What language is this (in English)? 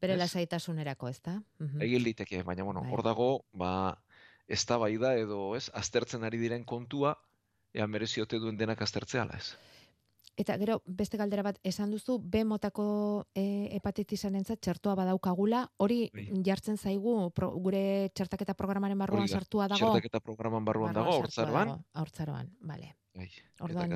Basque